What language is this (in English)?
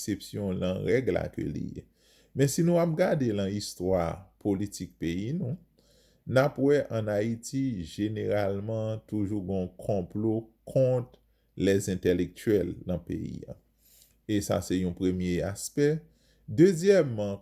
Haitian Creole